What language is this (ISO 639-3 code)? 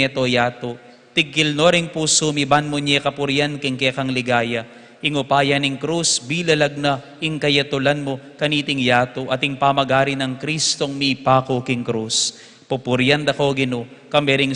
pam